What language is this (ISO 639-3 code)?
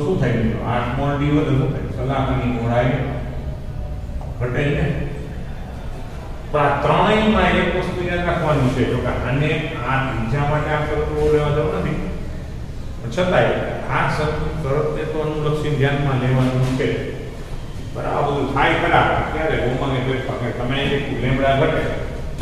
guj